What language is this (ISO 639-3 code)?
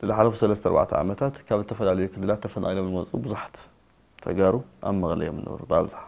tir